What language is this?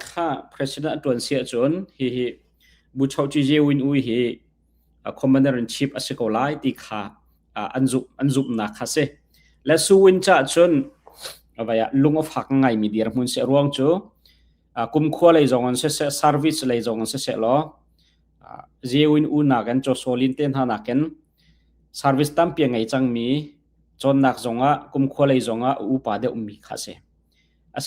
Hakha Chin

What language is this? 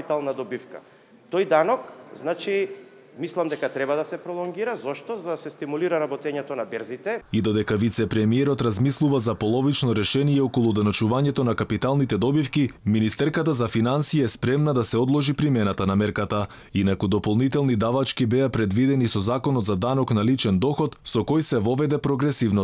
Macedonian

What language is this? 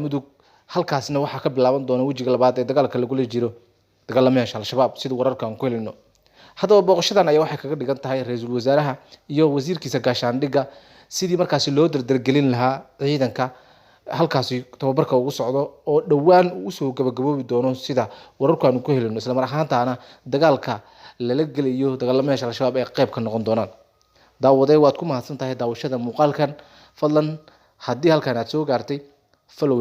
Somali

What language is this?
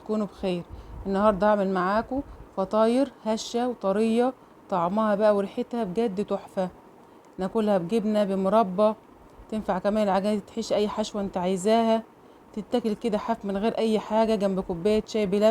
Egyptian Arabic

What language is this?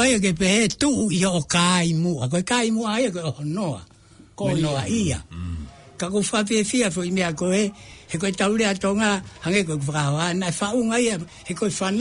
Tongan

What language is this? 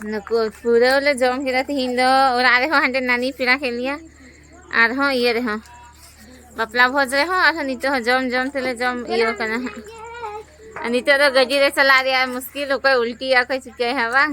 Santali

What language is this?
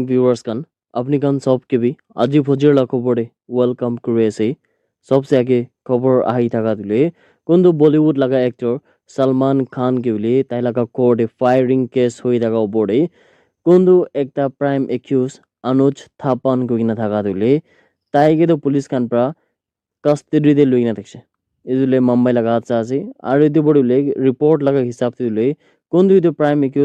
Naga Pidgin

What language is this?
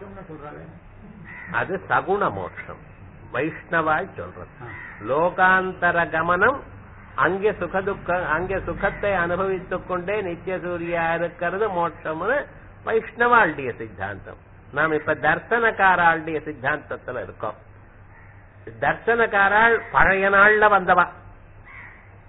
Tamil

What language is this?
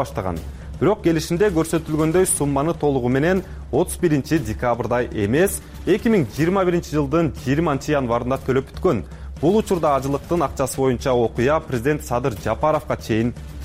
Kyrgyz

